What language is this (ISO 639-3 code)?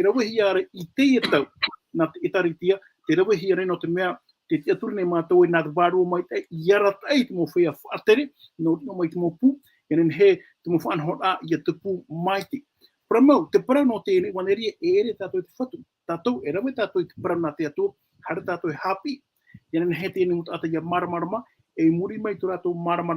tah